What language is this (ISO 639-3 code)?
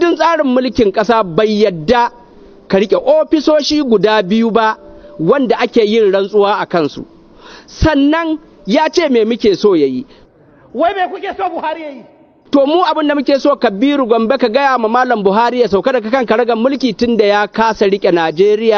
hau